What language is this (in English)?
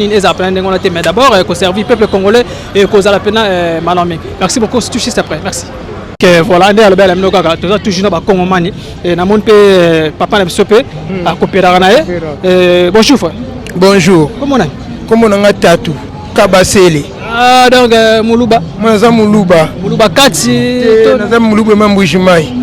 Lingala